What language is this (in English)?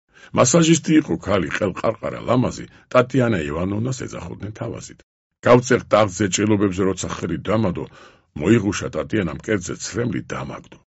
Georgian